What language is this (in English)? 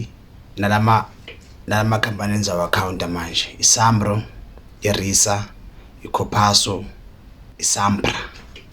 Zulu